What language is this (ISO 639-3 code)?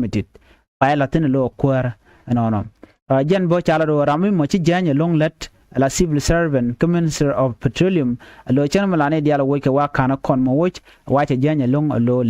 nus